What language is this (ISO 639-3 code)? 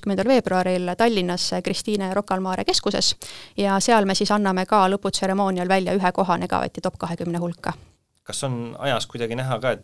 est